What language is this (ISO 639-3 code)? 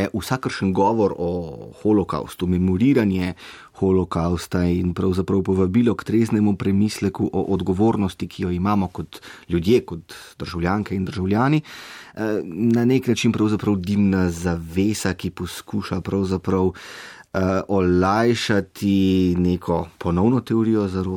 slv